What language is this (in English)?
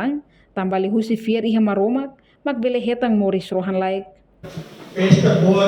Tetum